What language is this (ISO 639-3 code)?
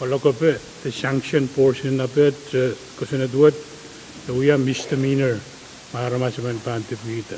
pon